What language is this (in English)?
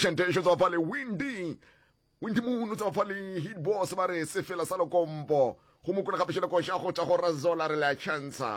Northern Sotho